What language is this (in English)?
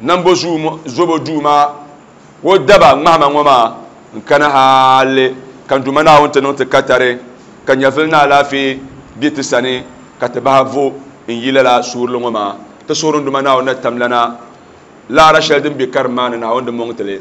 Dagbani